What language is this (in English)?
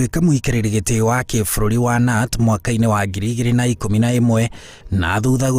Kikuyu